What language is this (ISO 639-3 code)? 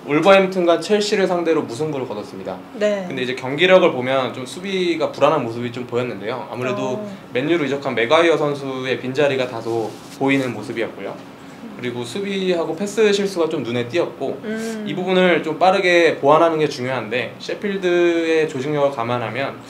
kor